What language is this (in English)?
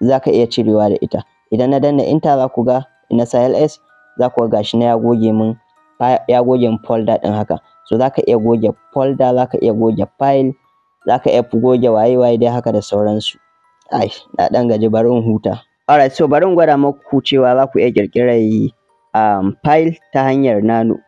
Hausa